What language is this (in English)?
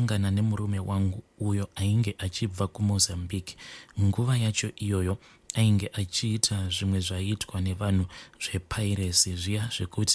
Shona